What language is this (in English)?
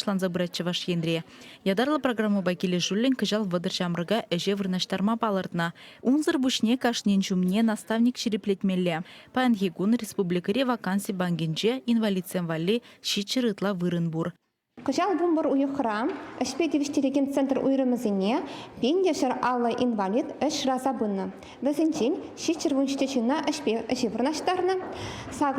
Chuvash